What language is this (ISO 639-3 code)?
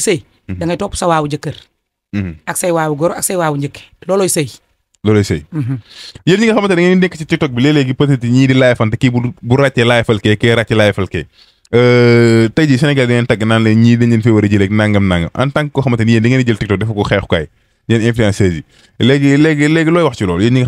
wol